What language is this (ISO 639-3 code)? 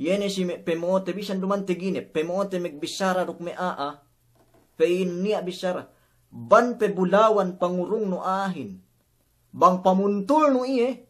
yka